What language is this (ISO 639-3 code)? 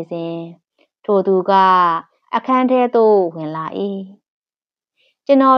mya